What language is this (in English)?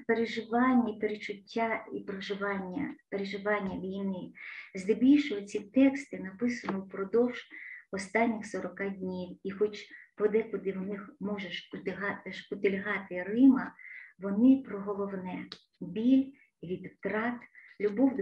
Ukrainian